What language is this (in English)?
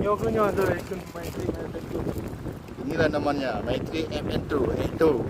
Achinese